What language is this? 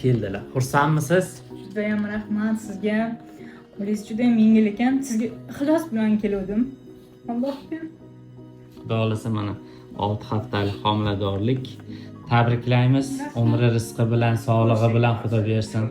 Uzbek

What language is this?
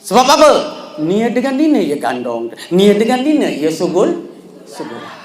Sasak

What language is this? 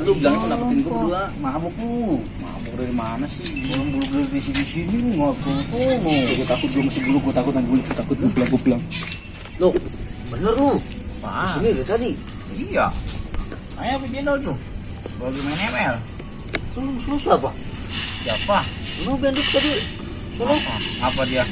Betawi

